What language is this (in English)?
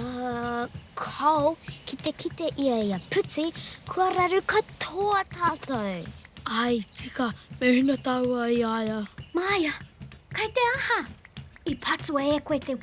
Māori